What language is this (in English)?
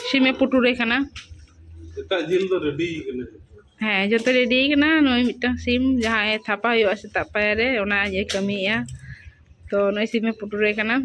Santali